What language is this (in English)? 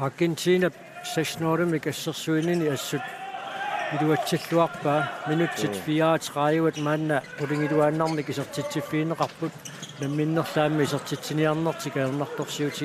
Kalaallisut